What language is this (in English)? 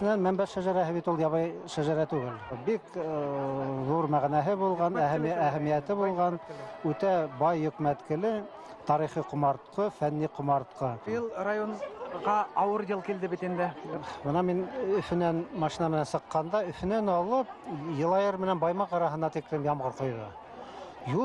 Bashkir